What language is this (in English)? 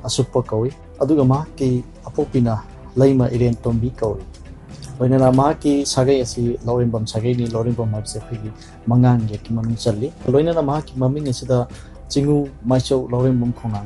Manipuri